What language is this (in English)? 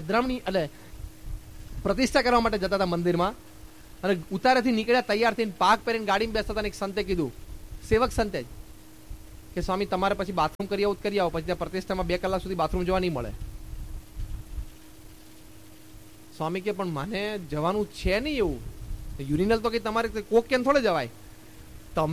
Gujarati